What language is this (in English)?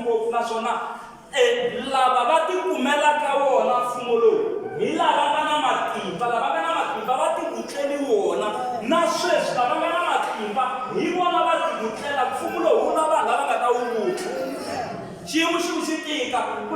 Tsonga